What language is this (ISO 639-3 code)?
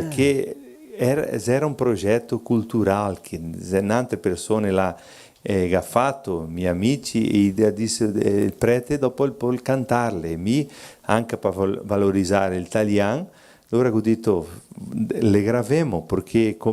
vec